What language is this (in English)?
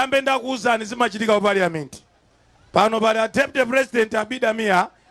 Nyanja